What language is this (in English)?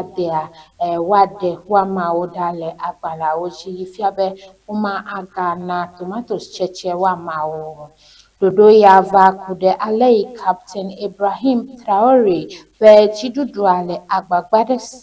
Ewe